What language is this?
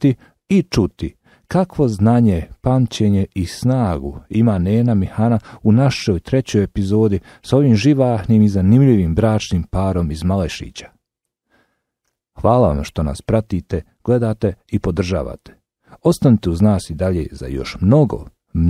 Bosnian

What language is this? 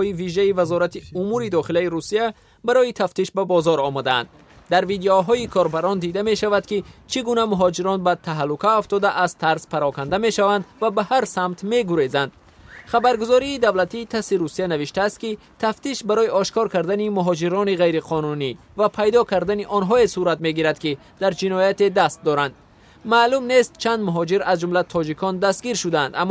Tajik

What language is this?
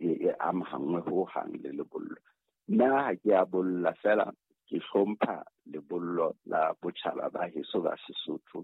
Southern Sotho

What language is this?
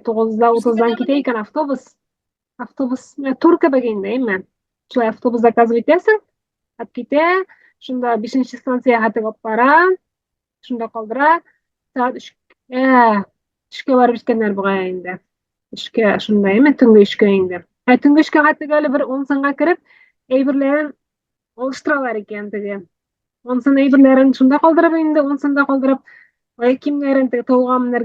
Tatar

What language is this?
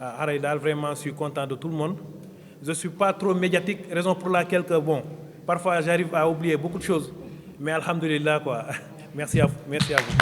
Fula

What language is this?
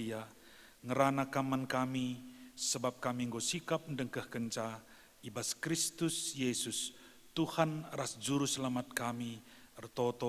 Batak Karo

